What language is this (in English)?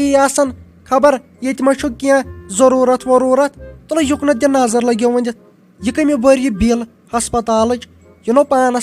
Kashmiri